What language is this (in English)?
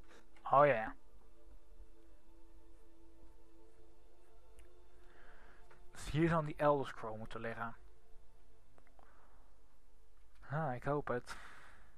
Dutch